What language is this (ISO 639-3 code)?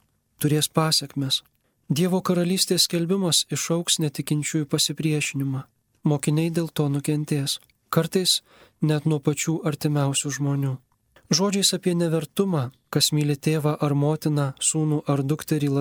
lit